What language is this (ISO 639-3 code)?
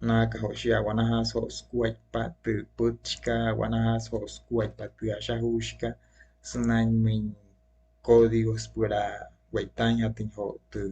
guc